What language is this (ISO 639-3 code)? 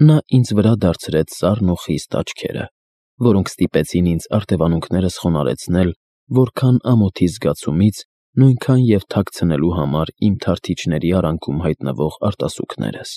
hye